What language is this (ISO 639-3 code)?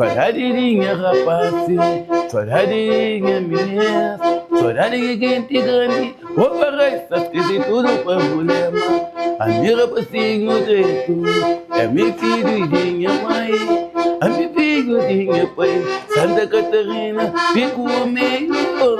kea